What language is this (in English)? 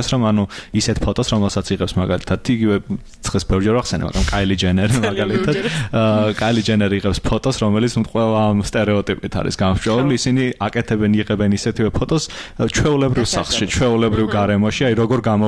Georgian